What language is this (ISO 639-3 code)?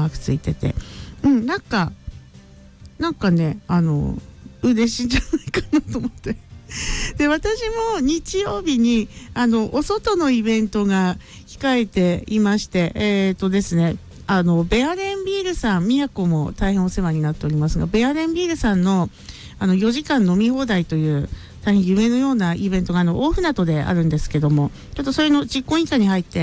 jpn